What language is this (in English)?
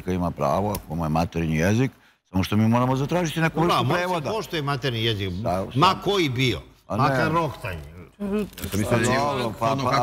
Serbian